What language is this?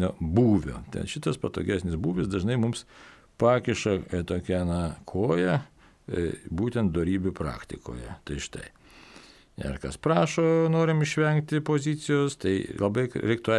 Lithuanian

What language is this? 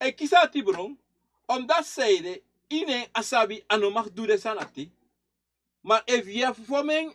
Sranan Tongo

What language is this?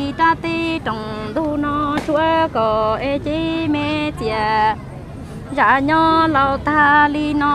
Vietnamese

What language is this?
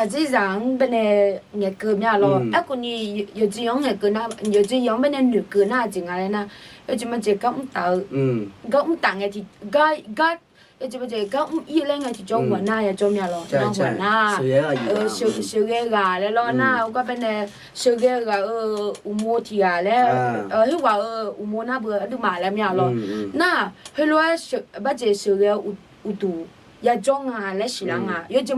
Akha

